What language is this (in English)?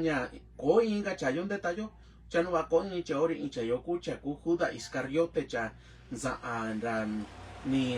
Mixtepec Mixtec